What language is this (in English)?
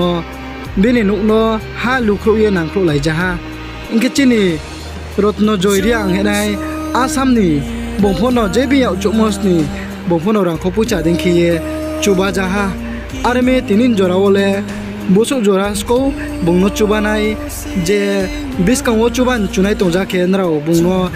Riang (India)